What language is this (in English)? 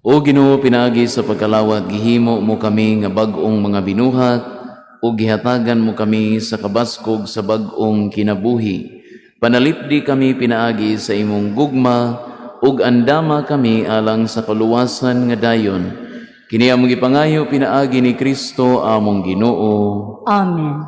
Cebuano